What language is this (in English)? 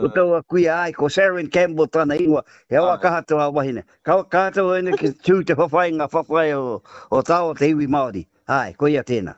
Māori